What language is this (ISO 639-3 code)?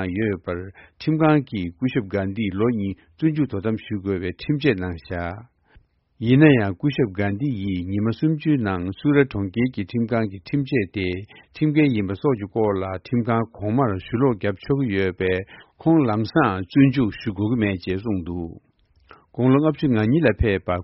bod